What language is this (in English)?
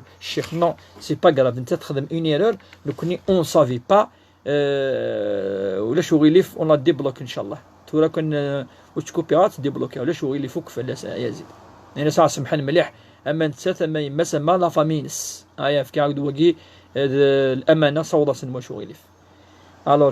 Kabyle